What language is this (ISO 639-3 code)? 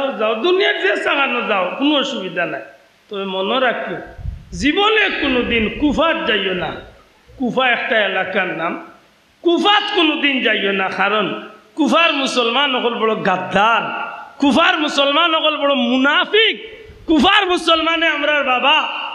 syl